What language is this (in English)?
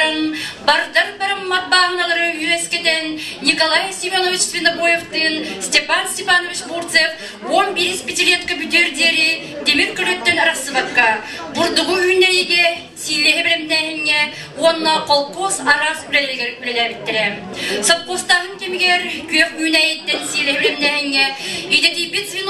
Yakut